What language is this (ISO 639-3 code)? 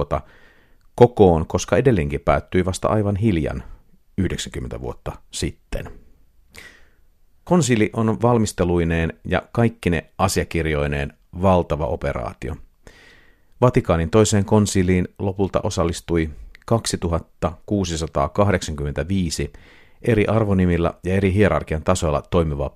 fin